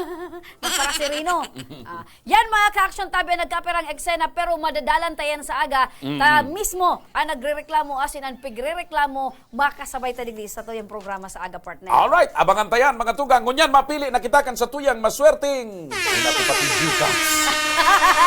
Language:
Bikol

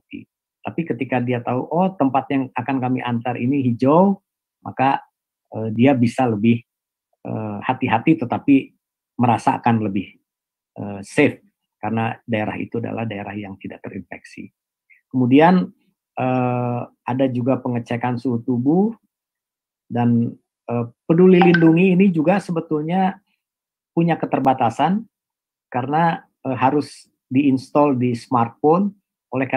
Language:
Indonesian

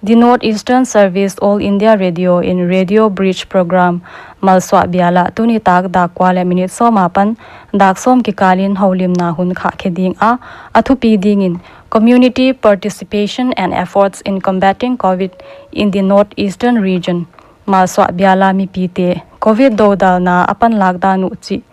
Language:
Paite Chin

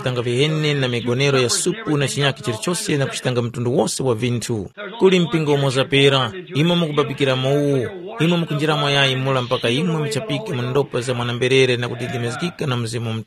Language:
Tumbuka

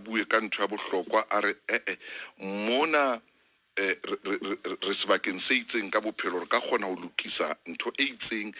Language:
Southern Sotho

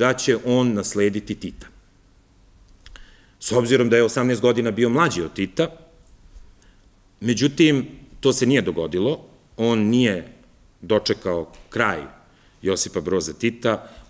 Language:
Serbian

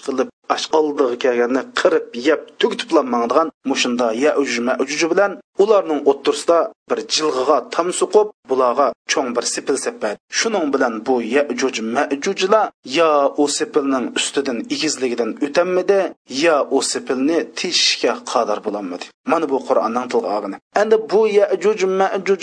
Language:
Uyghur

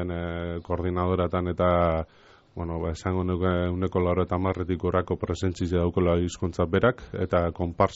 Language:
Basque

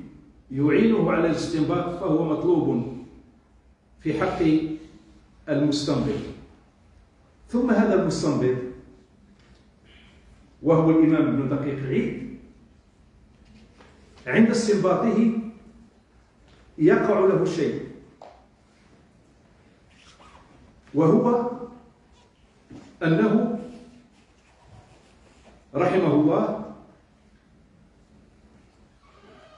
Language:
Arabic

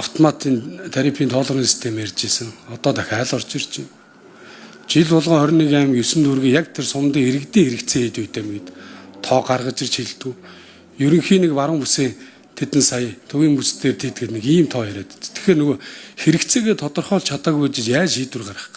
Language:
Mongolian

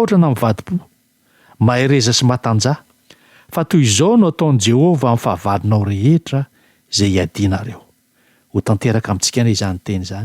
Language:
Malagasy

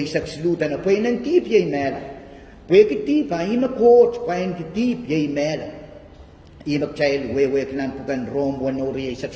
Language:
Pohnpeian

